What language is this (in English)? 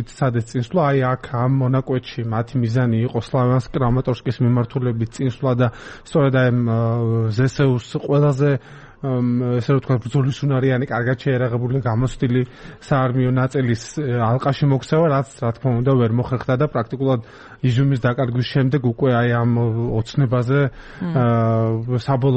Georgian